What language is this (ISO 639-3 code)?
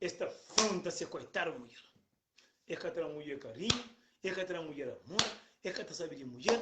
kea